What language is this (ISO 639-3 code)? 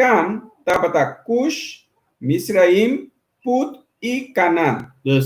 pap